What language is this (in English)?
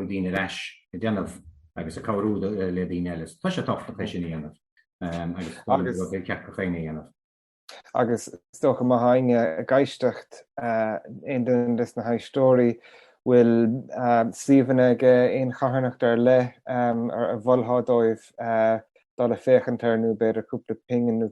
Irish